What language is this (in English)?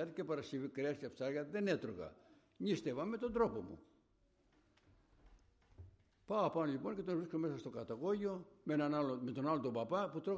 Greek